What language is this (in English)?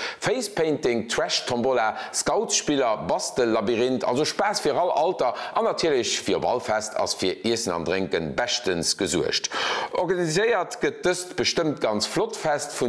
Luxembourgish